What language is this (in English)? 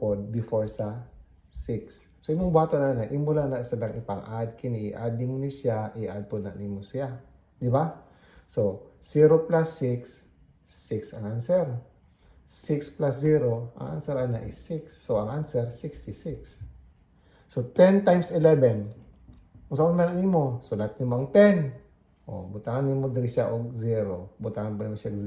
Cebuano